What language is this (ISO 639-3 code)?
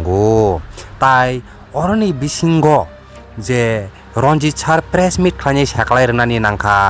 trp